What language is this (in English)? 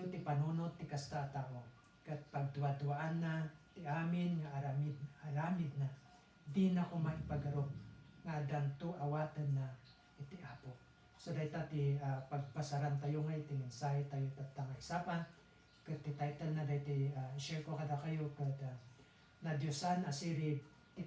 Iloko